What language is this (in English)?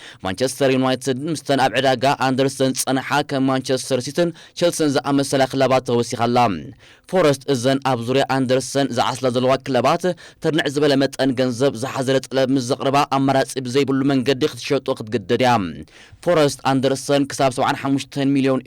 Tigrinya